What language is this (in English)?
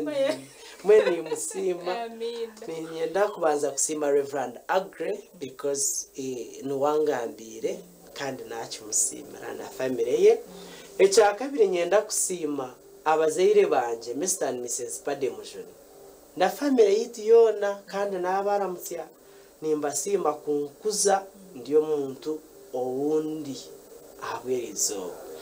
Nyankole